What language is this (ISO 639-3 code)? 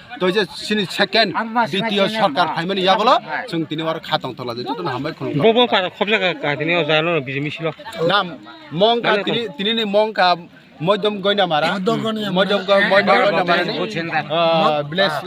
trp